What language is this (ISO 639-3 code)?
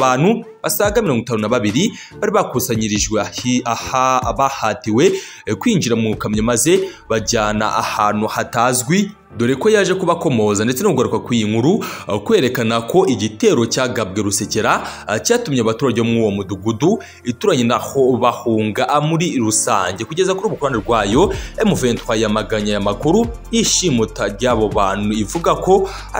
kin